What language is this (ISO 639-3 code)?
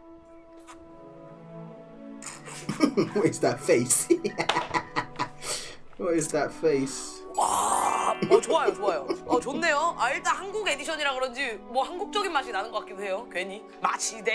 kor